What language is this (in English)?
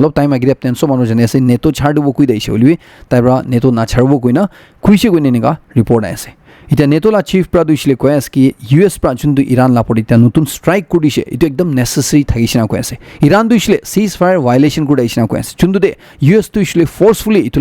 Naga Pidgin